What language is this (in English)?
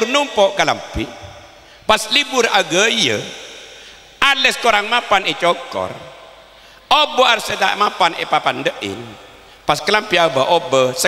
Madurese